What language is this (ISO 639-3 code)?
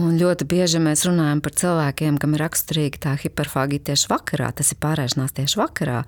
lav